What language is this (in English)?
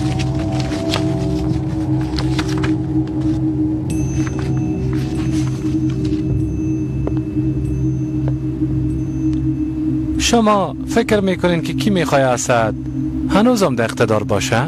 Persian